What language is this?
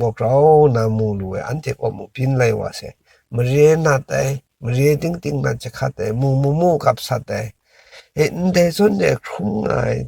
Kachin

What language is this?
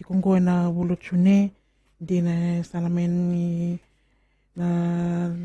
Fijian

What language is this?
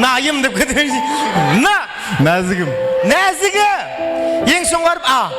Kara-Kalpak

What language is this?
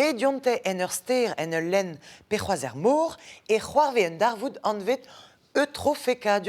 Breton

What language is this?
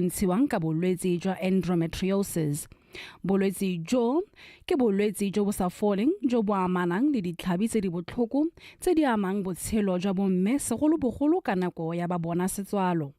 Tswana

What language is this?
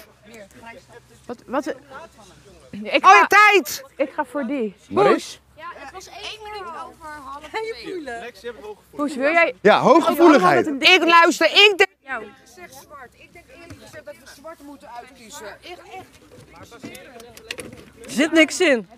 Dutch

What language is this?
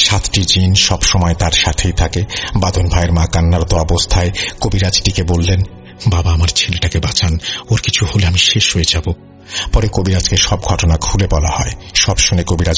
Bangla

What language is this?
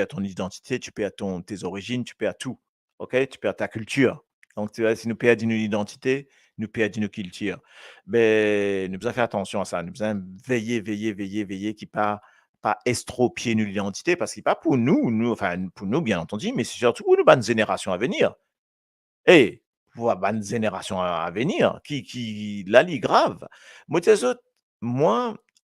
Morisyen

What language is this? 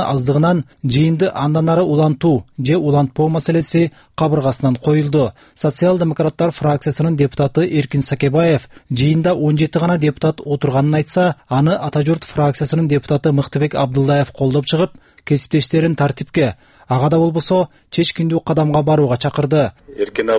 Kyrgyz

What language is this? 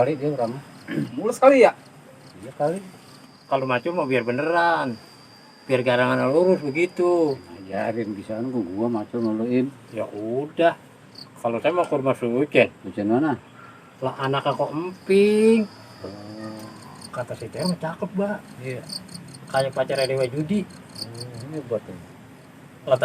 Betawi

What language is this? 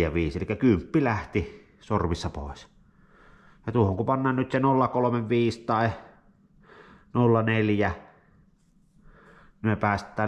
Finnish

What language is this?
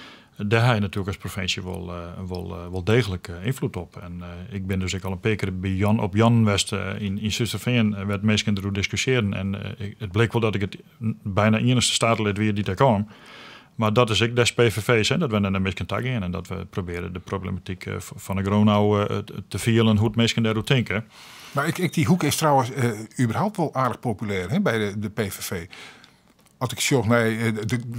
Western Frisian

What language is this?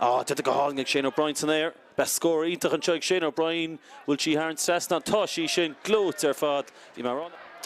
Irish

